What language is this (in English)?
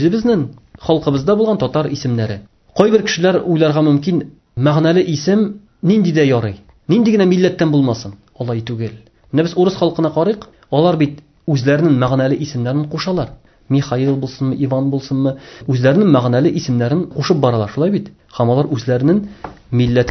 Tatar